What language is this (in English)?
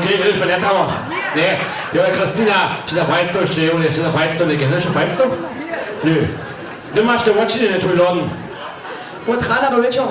Upper Sorbian